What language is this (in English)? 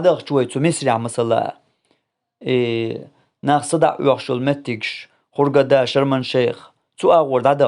Chechen